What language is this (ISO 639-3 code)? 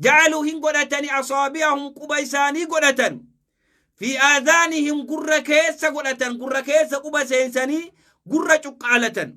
orm